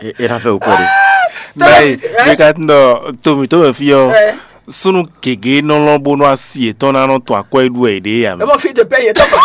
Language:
Fon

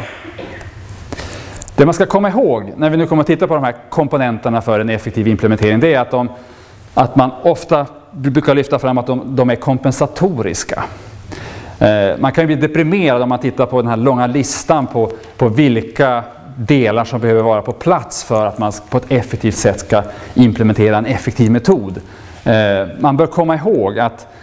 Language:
Swedish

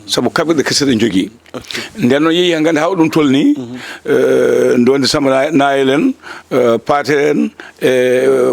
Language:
Fula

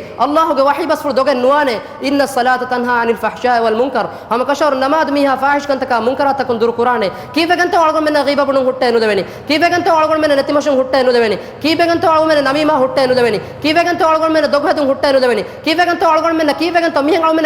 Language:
Divehi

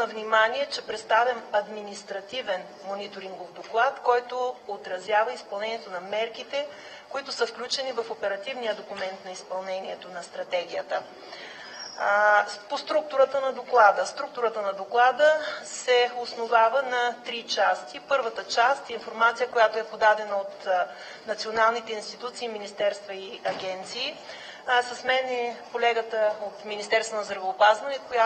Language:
Bulgarian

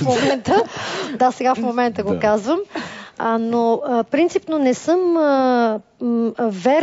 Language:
Bulgarian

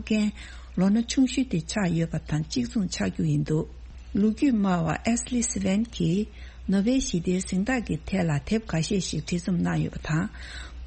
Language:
Tibetan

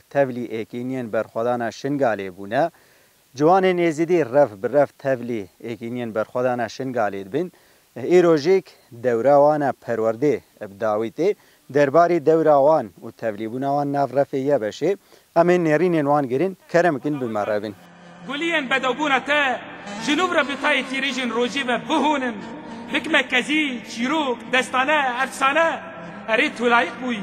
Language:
Kurdish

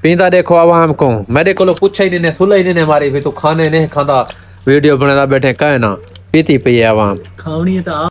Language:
Saraiki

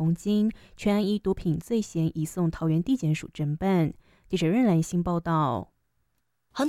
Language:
Chinese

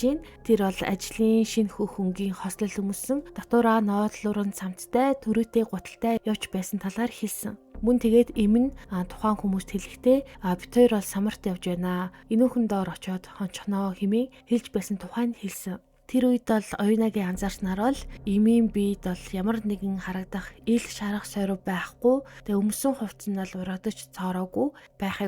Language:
Mongolian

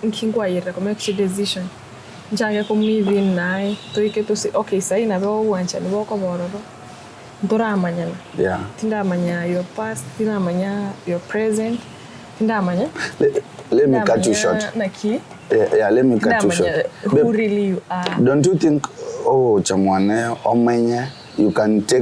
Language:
Gusii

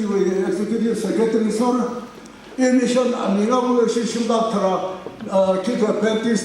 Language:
Tangkhul Naga (India)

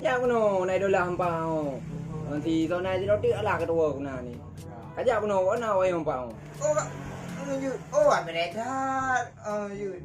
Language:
Achinese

